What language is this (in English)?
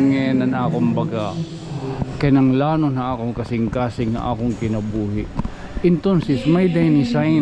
Waray